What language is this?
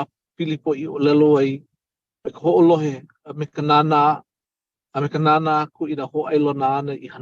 Hawaiian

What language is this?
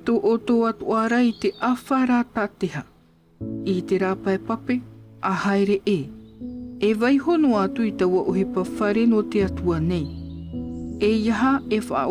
Tahitian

